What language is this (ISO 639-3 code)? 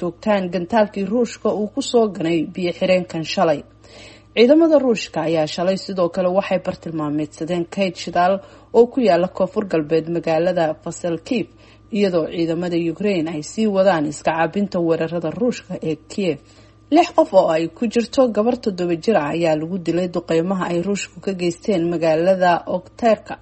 som